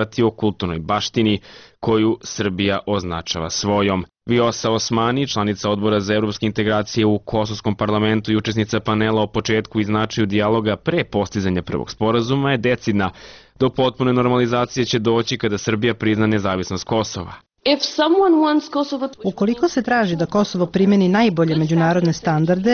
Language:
Serbian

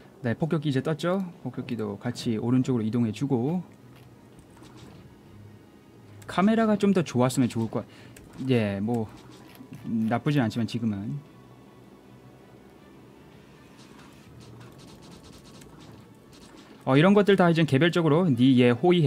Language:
Korean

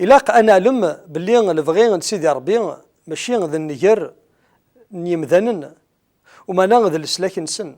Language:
Kabyle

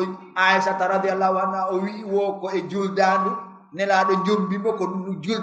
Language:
Fula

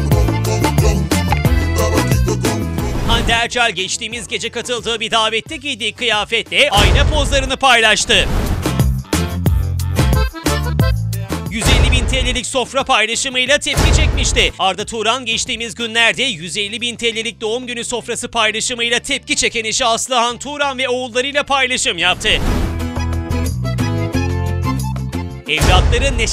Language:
Turkish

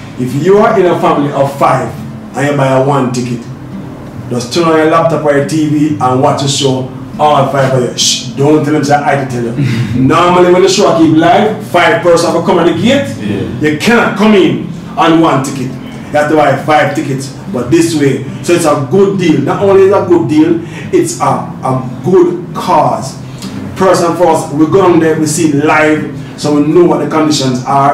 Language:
Jamaican Creole English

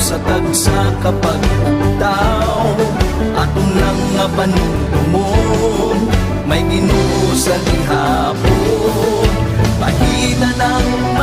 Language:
Hiligaynon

